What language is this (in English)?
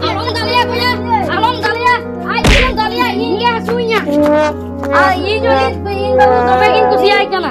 Santali